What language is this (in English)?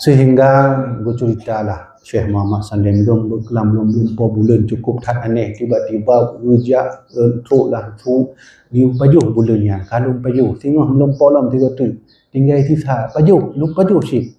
Achinese